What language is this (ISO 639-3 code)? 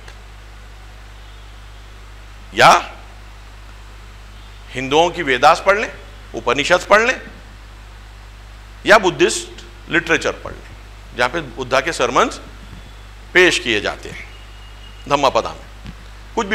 urd